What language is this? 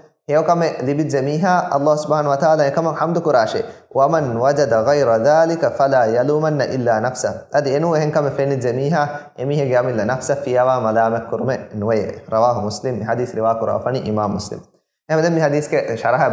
Divehi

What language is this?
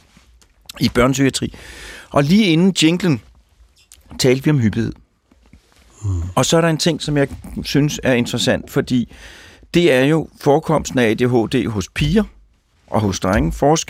Danish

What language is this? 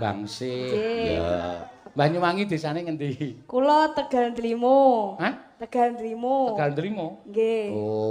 Javanese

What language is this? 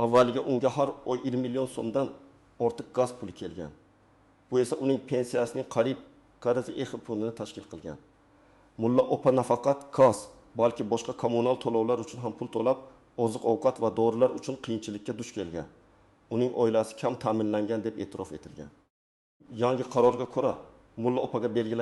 Uzbek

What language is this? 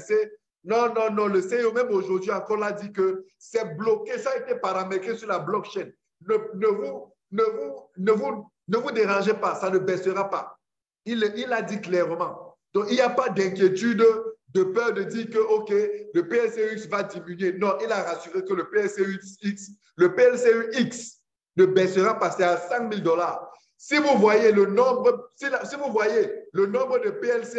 French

